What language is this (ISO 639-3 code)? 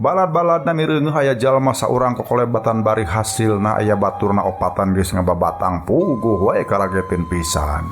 sun